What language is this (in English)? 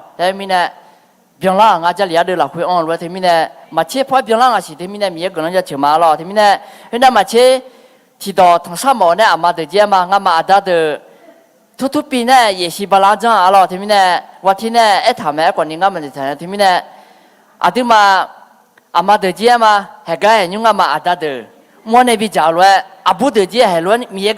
Akha